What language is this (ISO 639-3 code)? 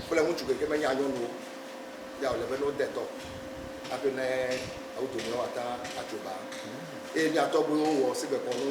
ewe